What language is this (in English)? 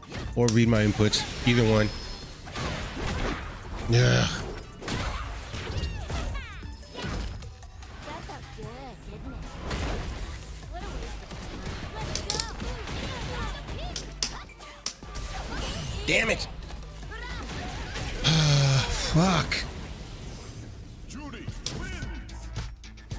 English